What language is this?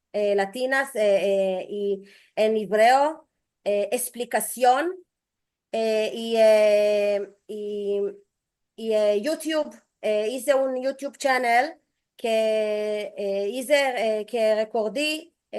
Ladino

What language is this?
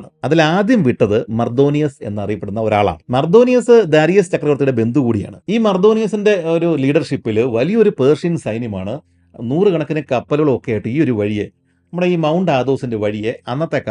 Malayalam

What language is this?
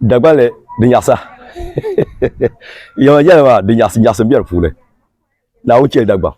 Dagbani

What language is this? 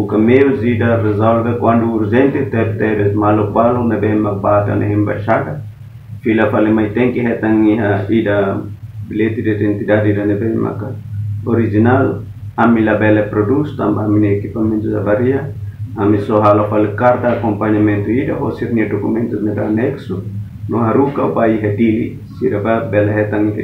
Tetum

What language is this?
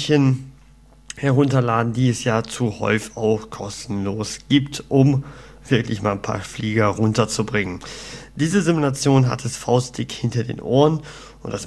German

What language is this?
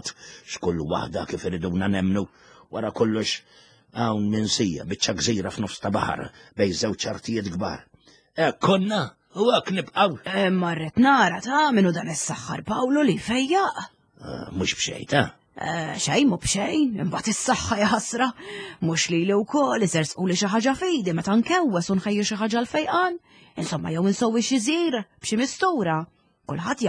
Maltese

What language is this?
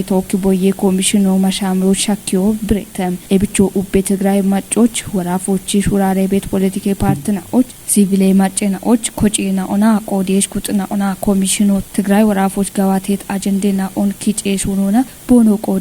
Kafa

